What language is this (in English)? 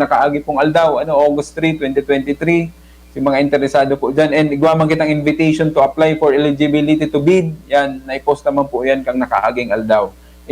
Bikol